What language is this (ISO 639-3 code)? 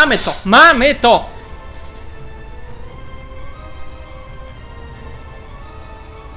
pol